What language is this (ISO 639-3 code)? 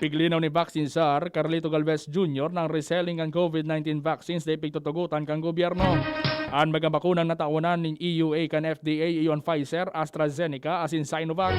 bik